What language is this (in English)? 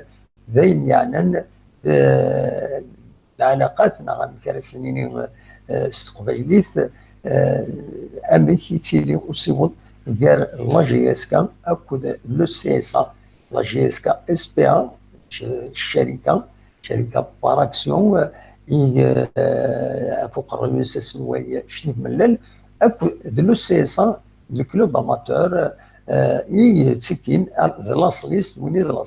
Kabyle